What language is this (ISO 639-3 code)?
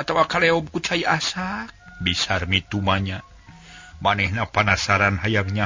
sun